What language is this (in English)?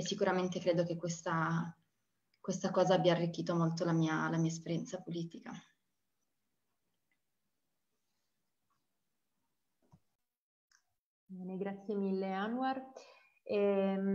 Italian